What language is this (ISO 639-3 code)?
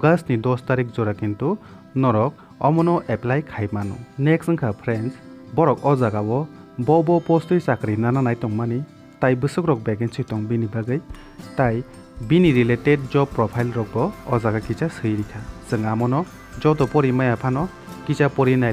trp